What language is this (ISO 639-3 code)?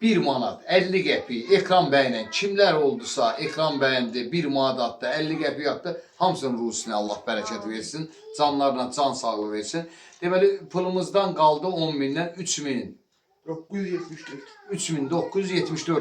aze